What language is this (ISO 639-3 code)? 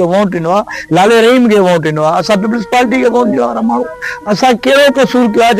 snd